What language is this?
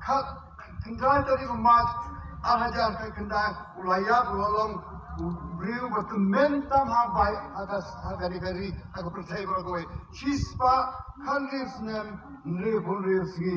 Khasi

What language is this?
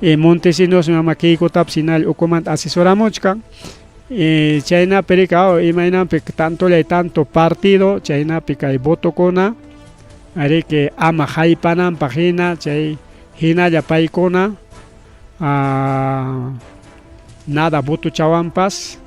Ayacucho Quechua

